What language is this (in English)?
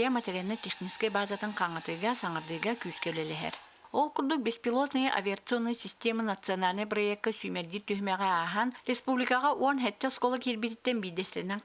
Yakut